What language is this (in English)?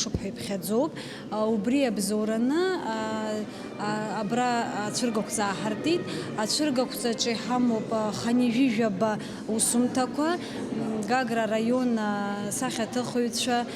Abkhazian